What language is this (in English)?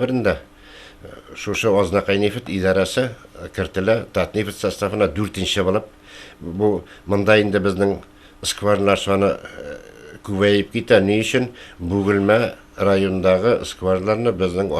Tatar